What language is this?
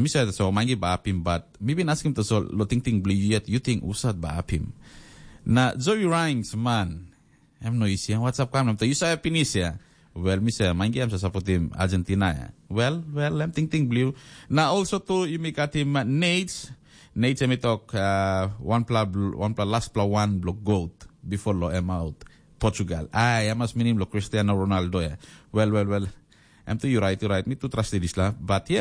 Tok Pisin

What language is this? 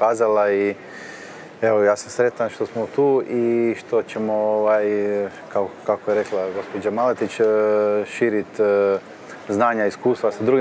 Croatian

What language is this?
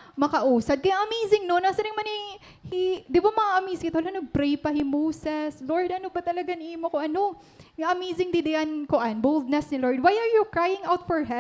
Waray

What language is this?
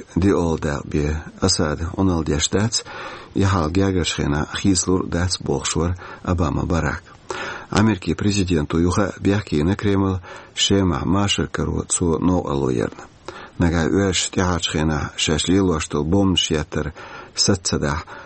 Chechen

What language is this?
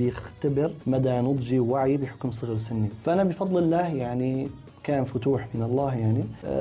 North Levantine Arabic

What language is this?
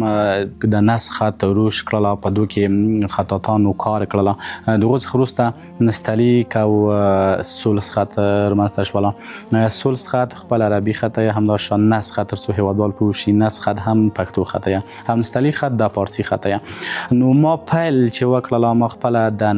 Pashto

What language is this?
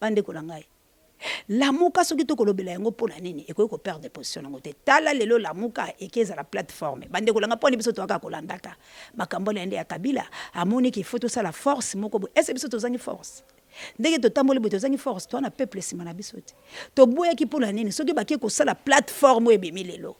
Lingala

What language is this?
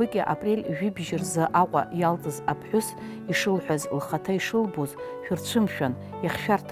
Abkhazian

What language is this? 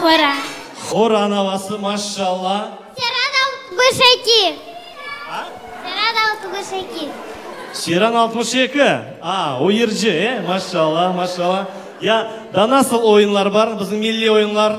Crimean Tatar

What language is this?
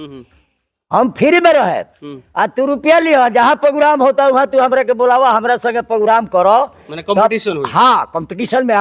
Bhojpuri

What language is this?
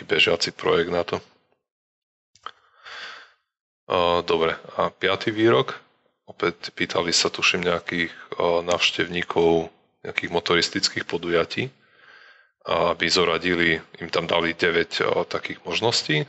Slovak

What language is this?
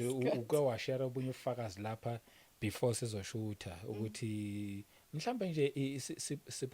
Zulu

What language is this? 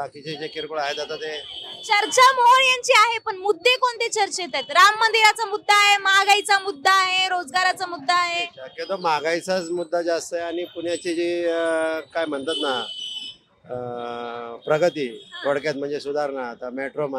Marathi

